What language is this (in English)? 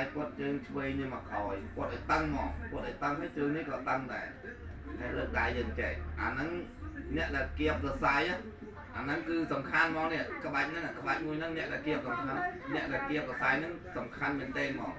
Khmer